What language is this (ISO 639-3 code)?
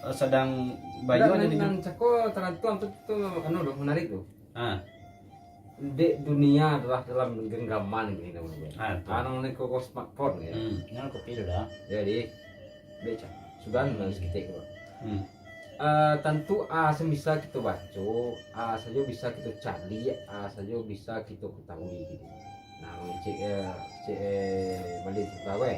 min